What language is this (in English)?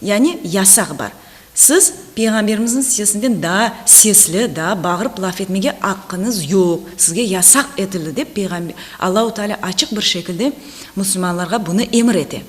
Crimean Tatar